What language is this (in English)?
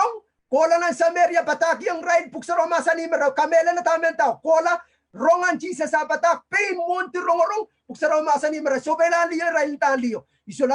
Pohnpeian